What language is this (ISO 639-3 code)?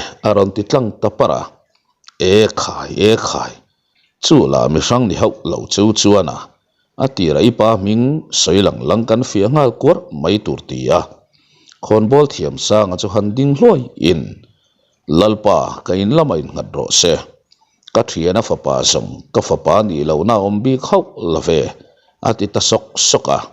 lus